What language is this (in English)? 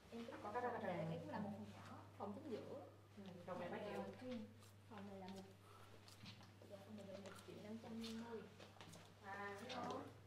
Vietnamese